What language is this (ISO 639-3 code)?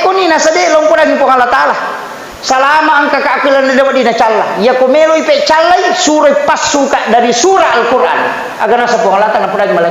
bug